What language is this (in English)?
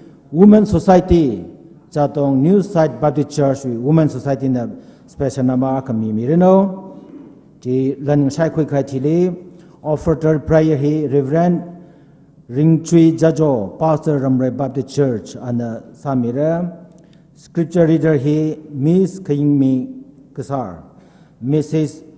Tangkhul Naga (India)